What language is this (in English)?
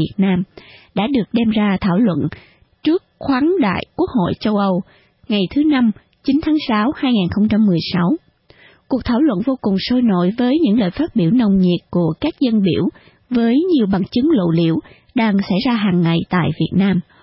Vietnamese